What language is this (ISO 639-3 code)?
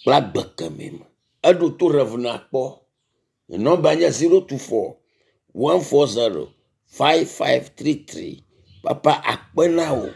ewe